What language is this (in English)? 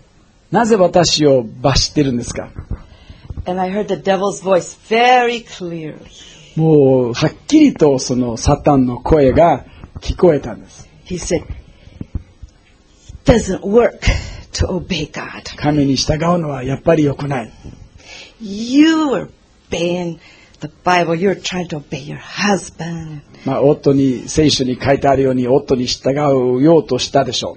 Japanese